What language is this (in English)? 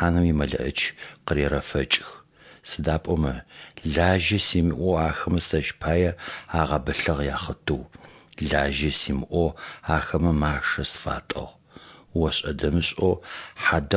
Adyghe